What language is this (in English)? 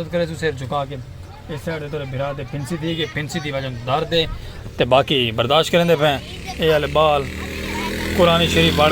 Saraiki